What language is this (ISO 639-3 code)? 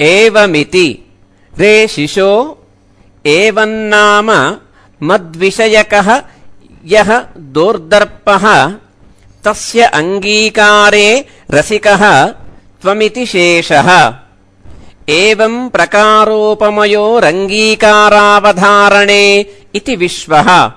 san